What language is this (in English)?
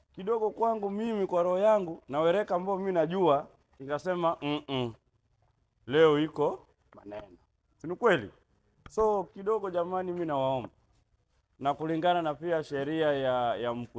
Swahili